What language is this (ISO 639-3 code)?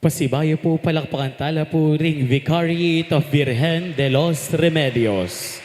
pam